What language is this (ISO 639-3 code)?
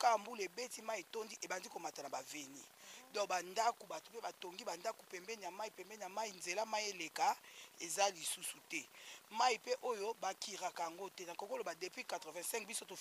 lin